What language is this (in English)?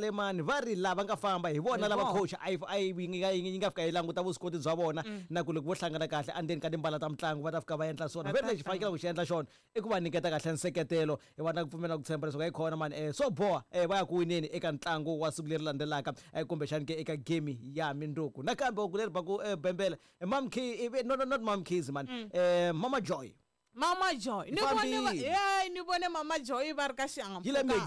Tsonga